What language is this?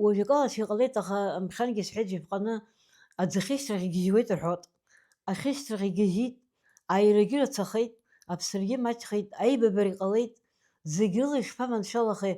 Abkhazian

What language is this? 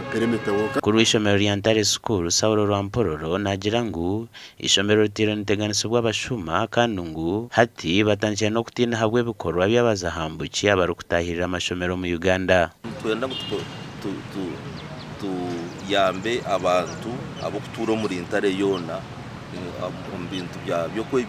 Nyankole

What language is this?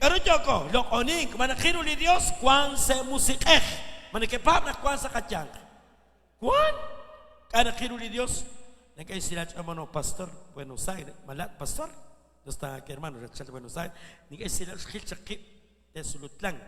Kekchí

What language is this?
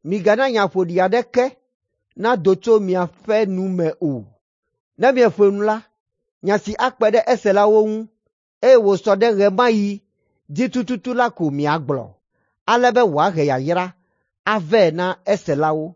Ewe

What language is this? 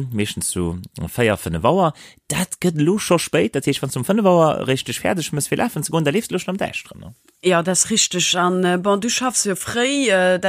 Luxembourgish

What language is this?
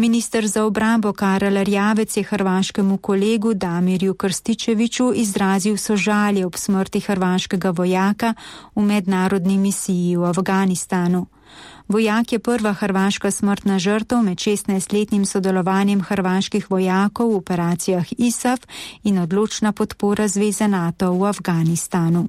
Slovenian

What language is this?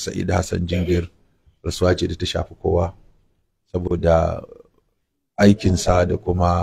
Hausa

